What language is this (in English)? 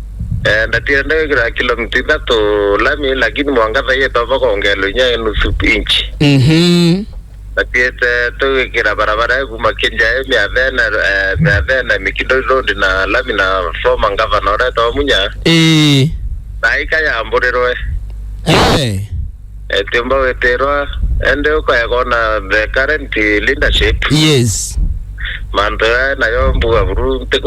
Meru